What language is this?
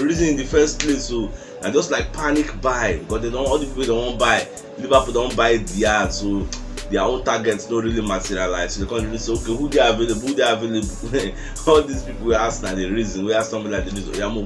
Nigerian Pidgin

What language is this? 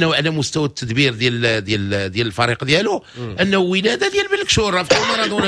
Moroccan Arabic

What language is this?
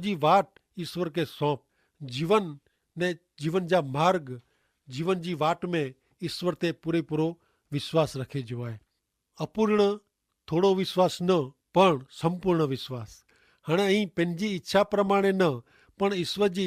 Kachhi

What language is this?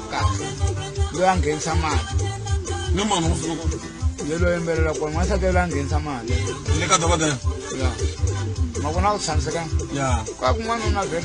Tsonga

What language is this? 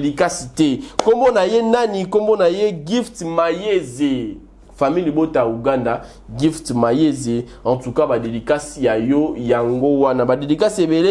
Lingala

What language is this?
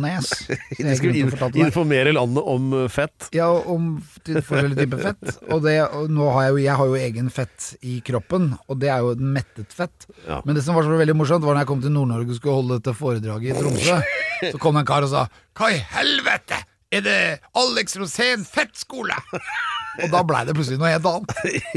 Norwegian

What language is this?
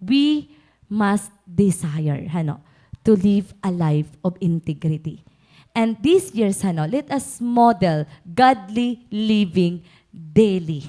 Waray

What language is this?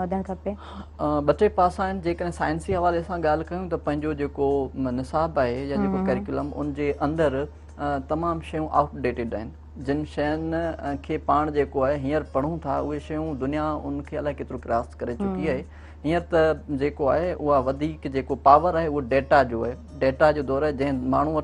Sindhi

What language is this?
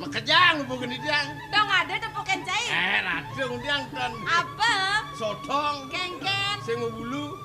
Balinese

